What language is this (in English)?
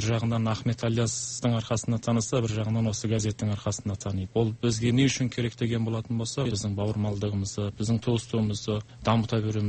Kazakh